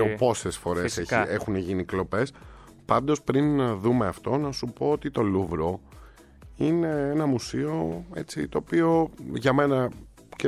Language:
Greek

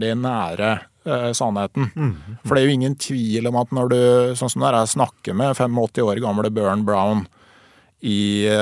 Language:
Norwegian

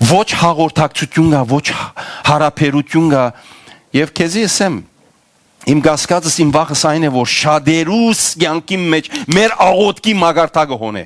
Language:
Western Armenian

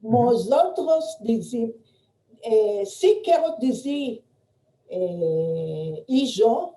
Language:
Ladino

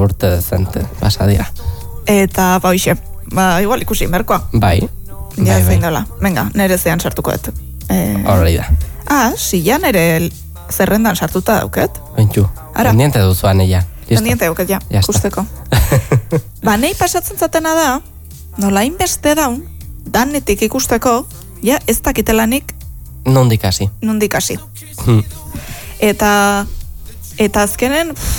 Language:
Basque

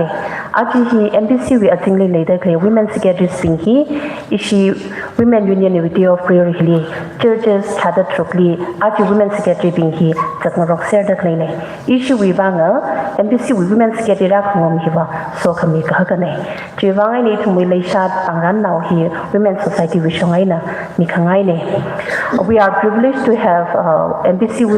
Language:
Tangkhul Naga (India)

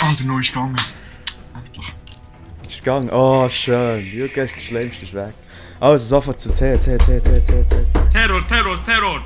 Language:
Swiss German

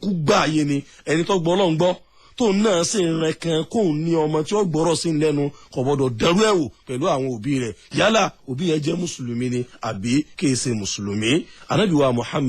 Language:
Yoruba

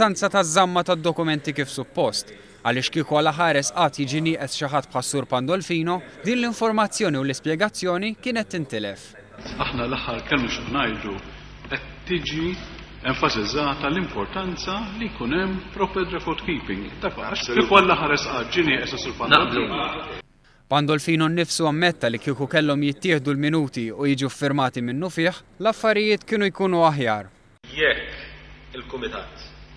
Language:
Maltese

